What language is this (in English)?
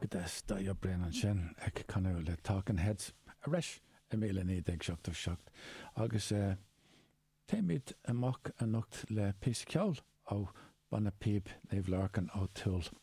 Irish